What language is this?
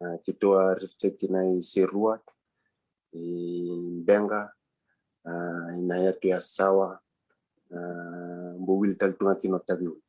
Fijian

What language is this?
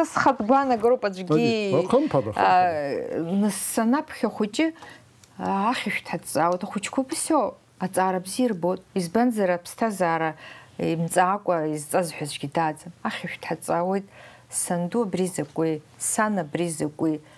Abkhazian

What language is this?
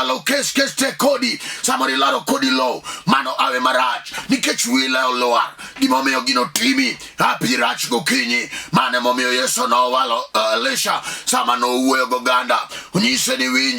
Luo (Kenya and Tanzania)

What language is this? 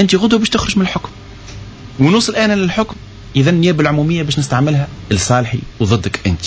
Tunisian Arabic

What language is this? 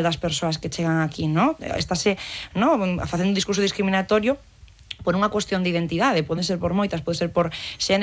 Galician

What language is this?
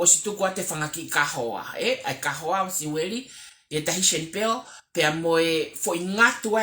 Tongan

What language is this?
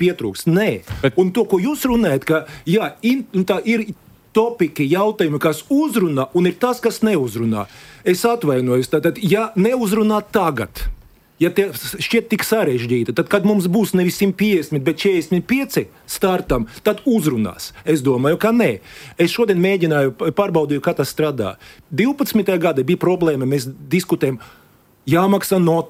Latvian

